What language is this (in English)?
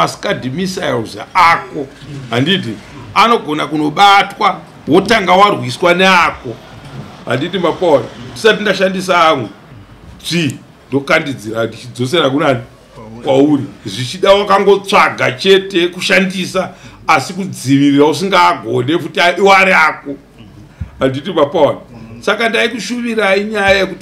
Shona